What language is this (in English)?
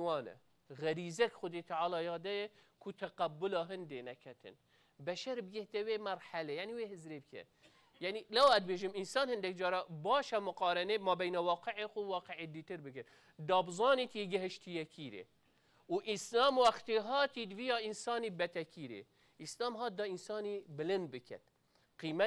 Kurdish